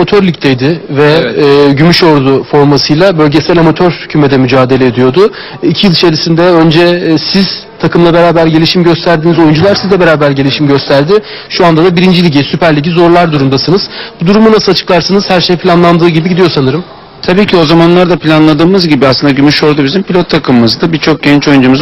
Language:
Turkish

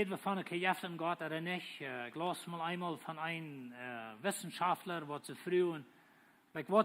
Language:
Plautdietsch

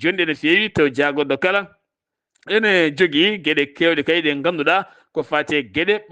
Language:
Fula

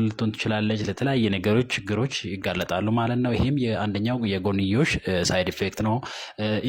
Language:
Amharic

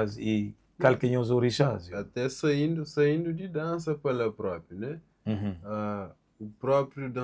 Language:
Kabuverdianu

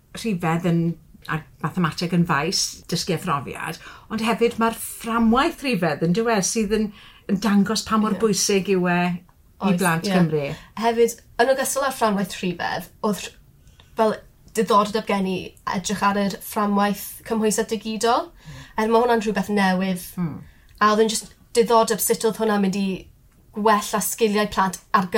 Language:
Welsh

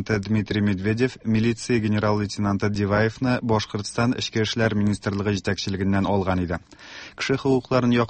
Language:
Tatar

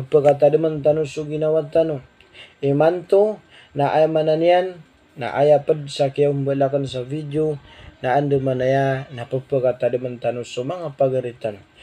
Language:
Maranao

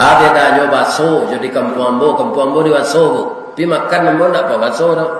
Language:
Minangkabau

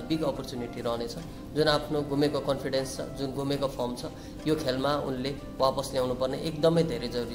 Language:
Nepali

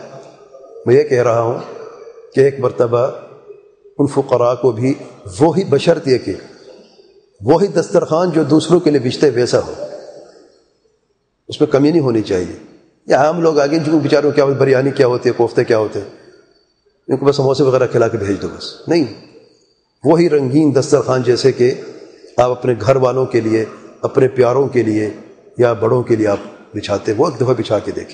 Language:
Urdu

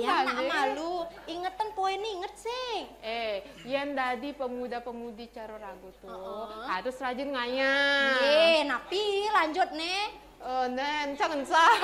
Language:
Balinese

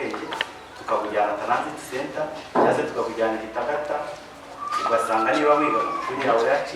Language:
Kinyarwanda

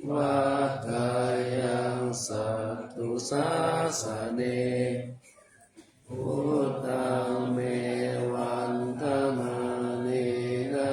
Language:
Pali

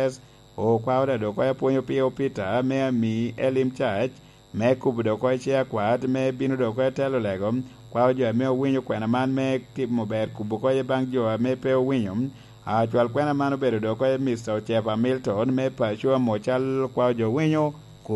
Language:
Lango (Uganda)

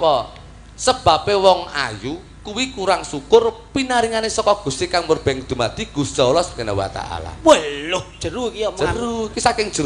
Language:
Javanese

